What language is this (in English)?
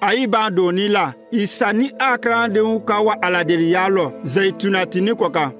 Konyanka Maninka